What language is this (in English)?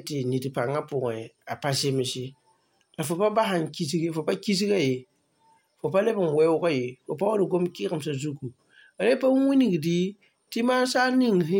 Mossi